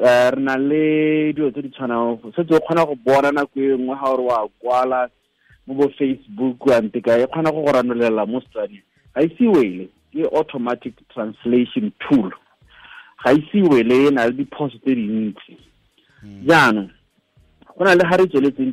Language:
Tswana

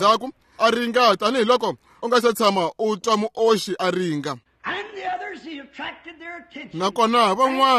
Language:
Tsonga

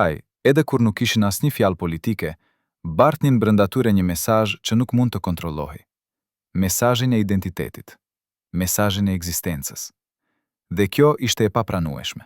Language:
Albanian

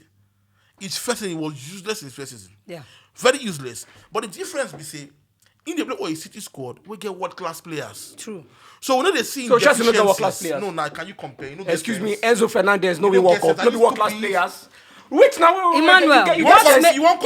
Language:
Nigerian Pidgin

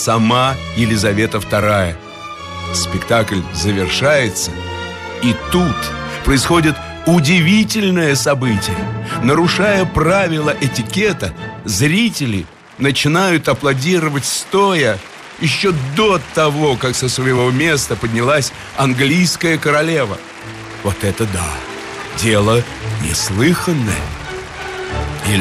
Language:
Russian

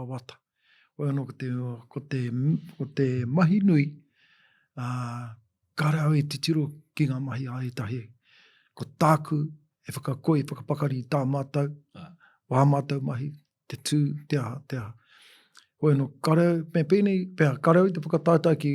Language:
Māori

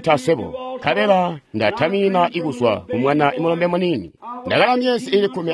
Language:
Tonga (Zambia)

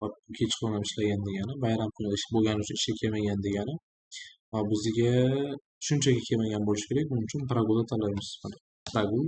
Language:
Uzbek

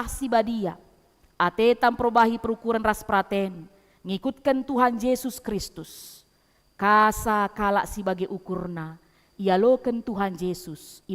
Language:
Batak Karo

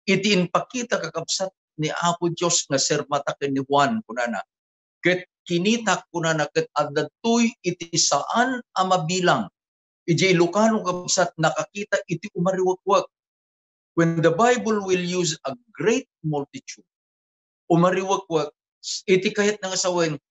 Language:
Iloko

